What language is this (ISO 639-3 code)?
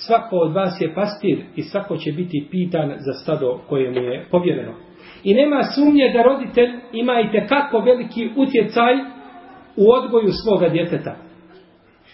bos